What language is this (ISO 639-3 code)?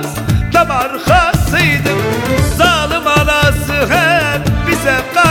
tur